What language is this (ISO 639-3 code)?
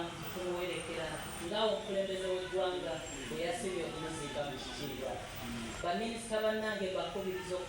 lug